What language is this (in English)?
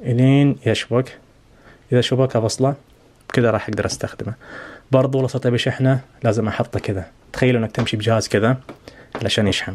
Najdi Arabic